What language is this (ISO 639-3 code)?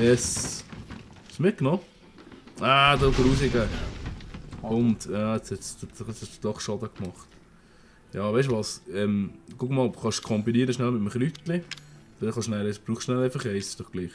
gsw